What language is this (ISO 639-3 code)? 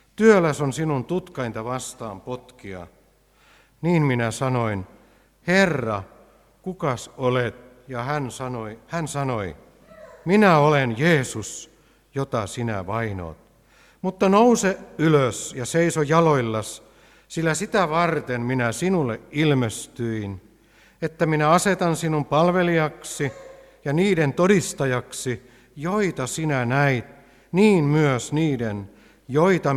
fin